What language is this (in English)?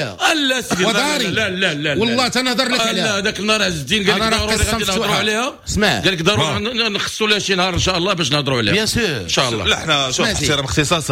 Moroccan Arabic